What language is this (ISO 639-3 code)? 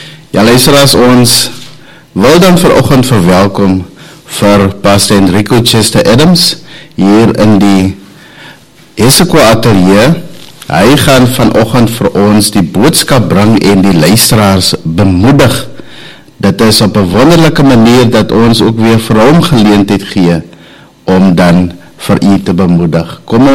afr